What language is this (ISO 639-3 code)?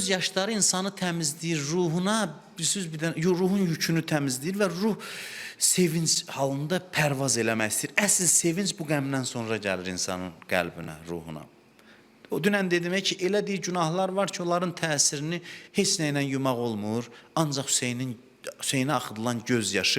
aze